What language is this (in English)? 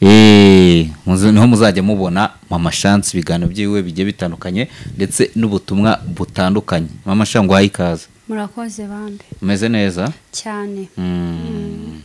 Kinyarwanda